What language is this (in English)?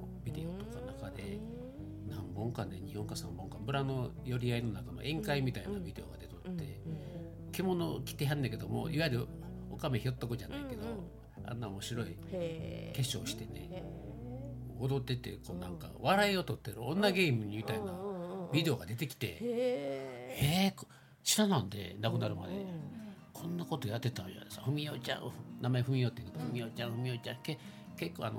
Japanese